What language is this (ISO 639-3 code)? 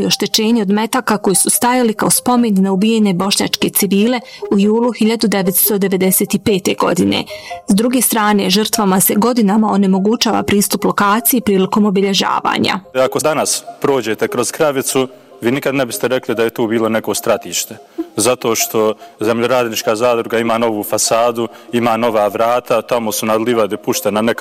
bos